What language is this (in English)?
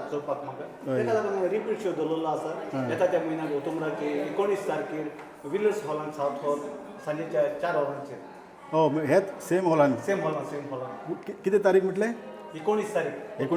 Konkani